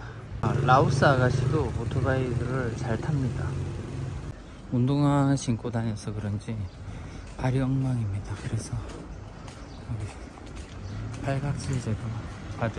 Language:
Korean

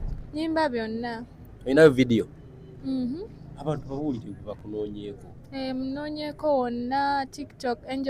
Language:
Ganda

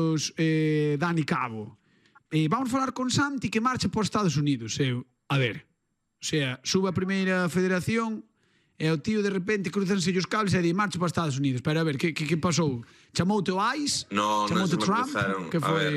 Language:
Galician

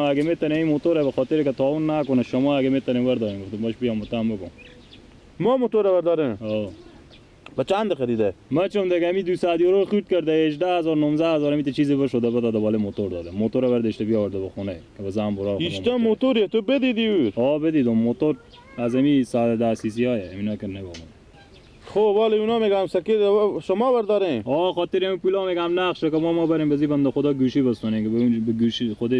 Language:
Persian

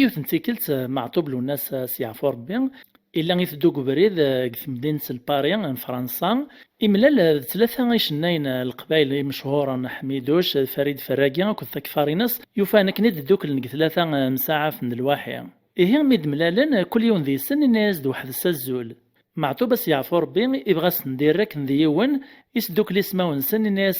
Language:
Kabyle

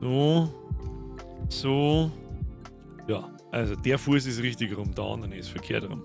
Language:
Bavarian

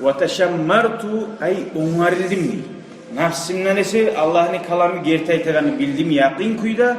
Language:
Kumyk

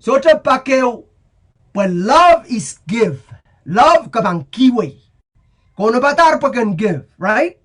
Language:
Pohnpeian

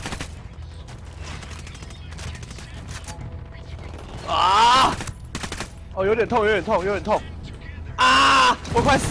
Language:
Chinese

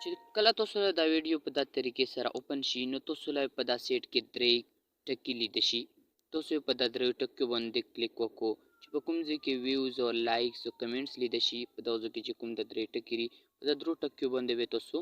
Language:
Pashto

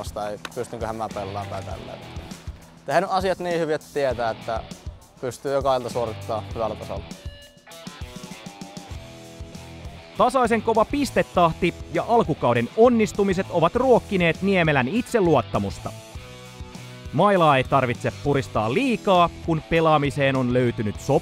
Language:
Finnish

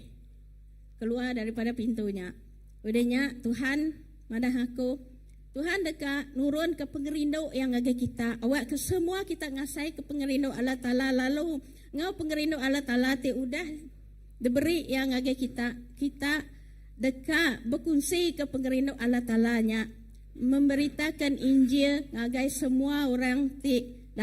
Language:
Iban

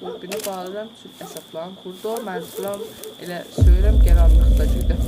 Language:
South Azerbaijani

